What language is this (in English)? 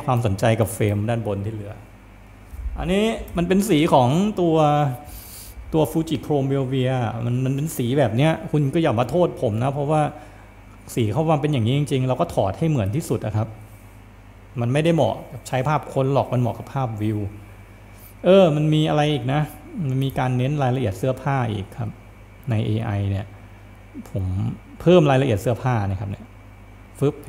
Thai